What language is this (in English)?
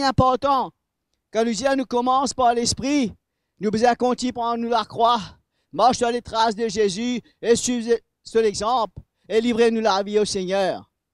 Morisyen